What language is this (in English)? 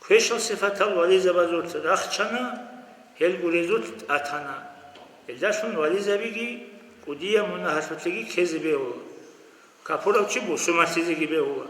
Avaric